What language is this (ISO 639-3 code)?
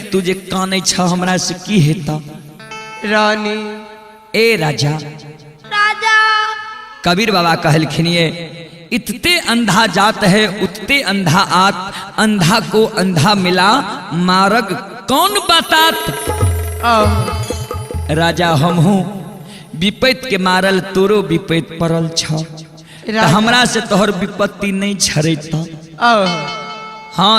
mai